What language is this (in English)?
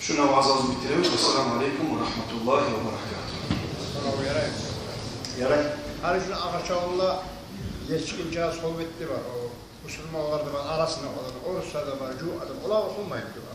Kumyk